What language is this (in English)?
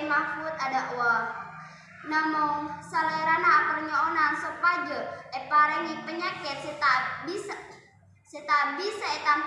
Madurese